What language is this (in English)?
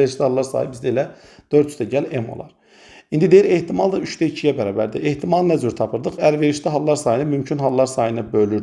Azerbaijani